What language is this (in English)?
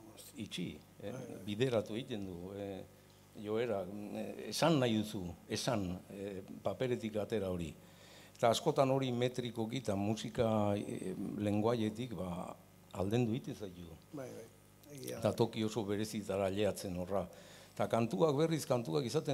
Basque